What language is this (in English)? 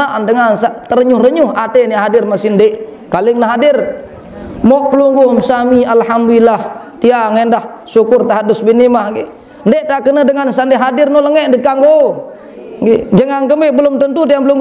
Sasak